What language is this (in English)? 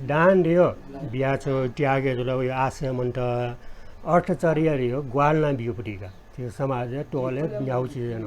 Newari